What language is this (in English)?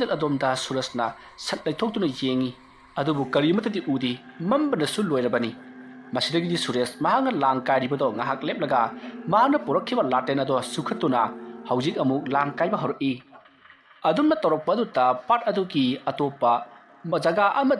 Manipuri